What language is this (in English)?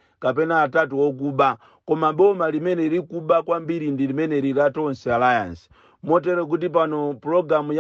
Nyanja